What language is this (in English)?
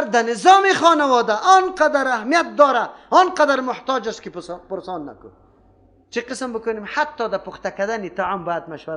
Persian